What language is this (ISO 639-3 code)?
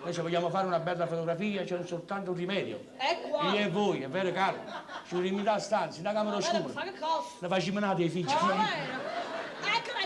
nap